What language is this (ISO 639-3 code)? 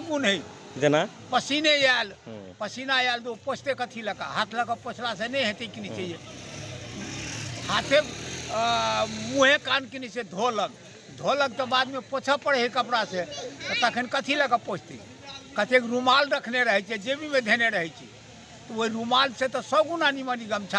mag